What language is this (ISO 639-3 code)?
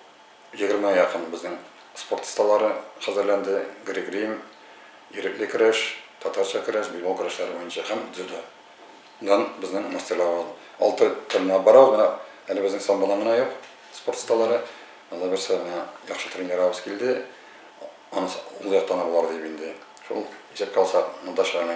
tat